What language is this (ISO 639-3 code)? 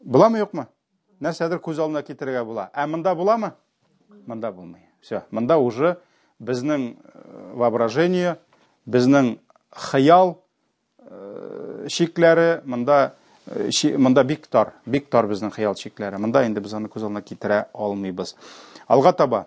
tat